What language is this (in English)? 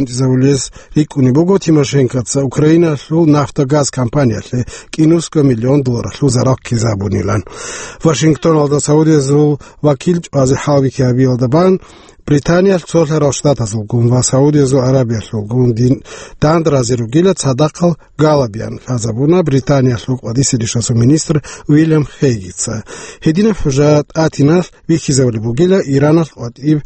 Avaric